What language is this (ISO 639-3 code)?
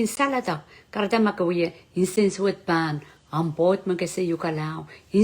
pon